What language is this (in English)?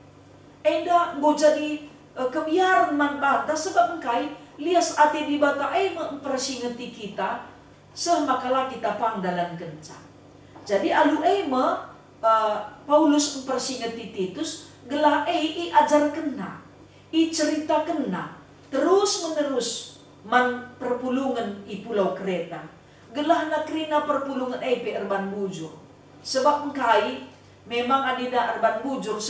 Batak Karo